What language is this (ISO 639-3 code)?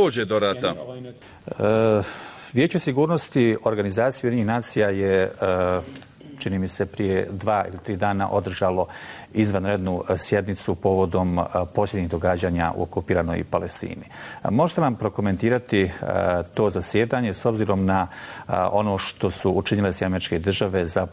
bos